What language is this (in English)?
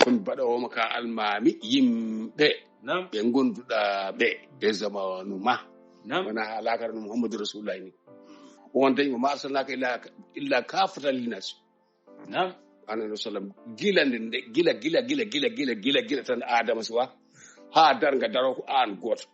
Fula